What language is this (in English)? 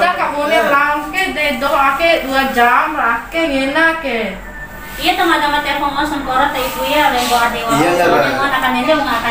Bima